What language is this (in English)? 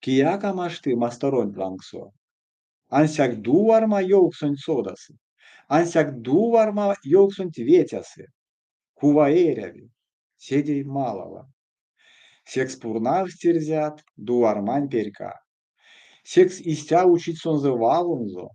Erzya